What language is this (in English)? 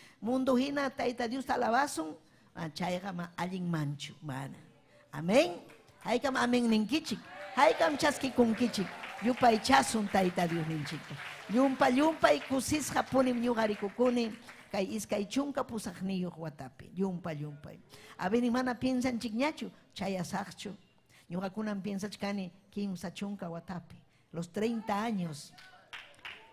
Ayacucho Quechua